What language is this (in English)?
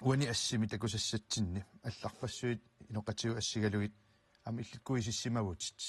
Kalaallisut